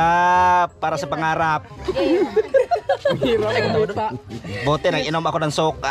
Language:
Filipino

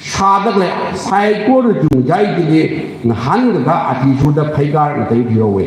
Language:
Tangkhul Naga (India)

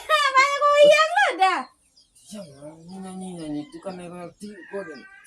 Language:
Minangkabau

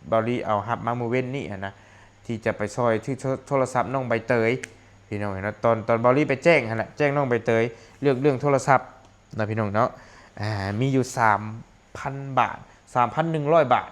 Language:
Lao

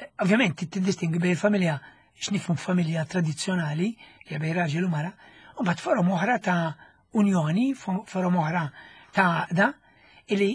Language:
Maltese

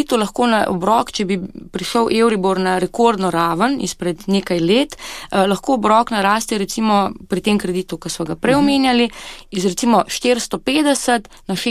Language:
Slovenian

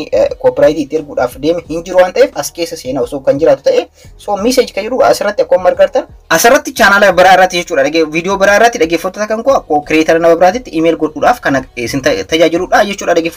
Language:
Oromo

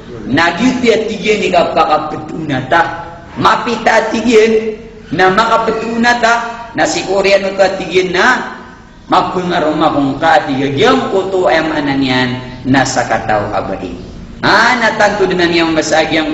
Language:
Maranao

